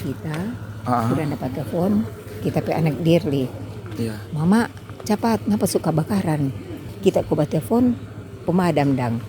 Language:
Manado Malay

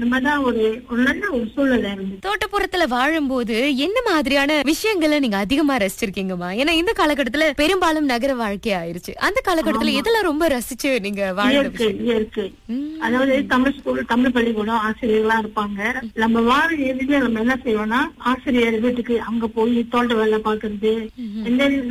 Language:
Tamil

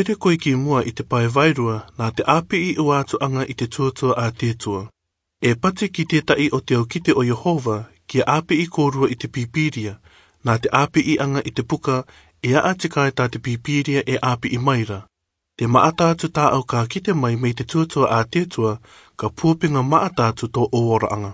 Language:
Rarotongan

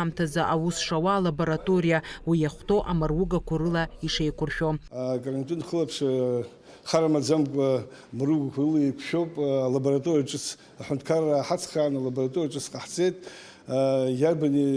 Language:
Abkhazian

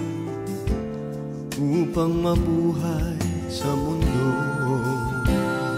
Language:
Filipino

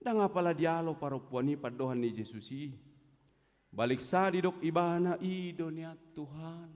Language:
Batak Toba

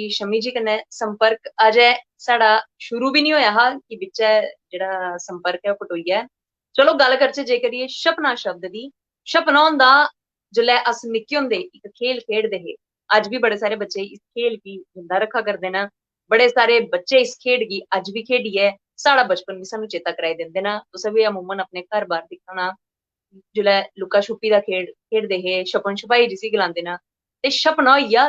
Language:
Dogri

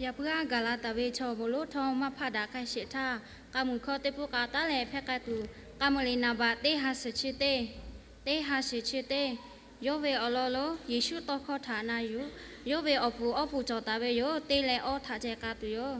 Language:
Lahu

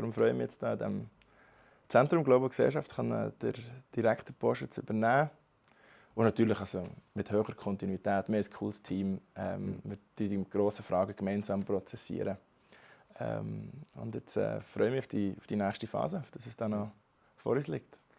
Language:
Swiss German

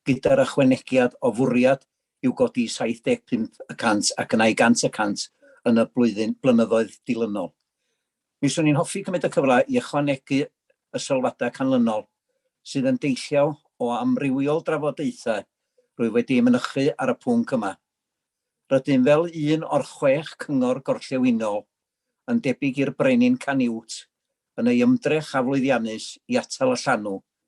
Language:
Welsh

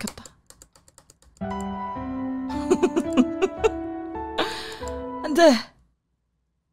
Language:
Korean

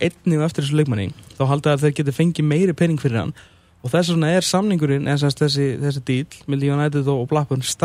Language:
Icelandic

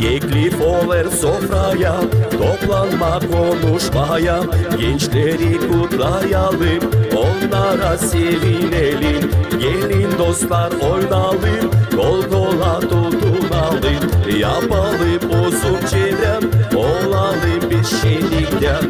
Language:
Gagauz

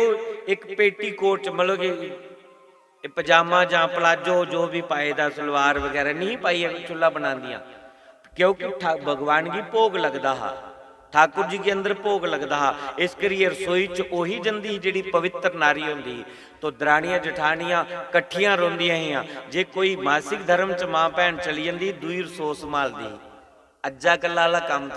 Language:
Dogri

